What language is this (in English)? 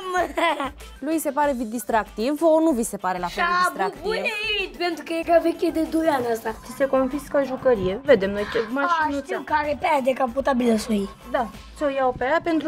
Romanian